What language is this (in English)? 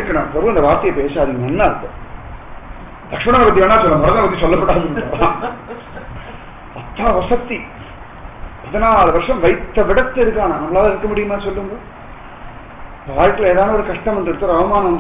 Tamil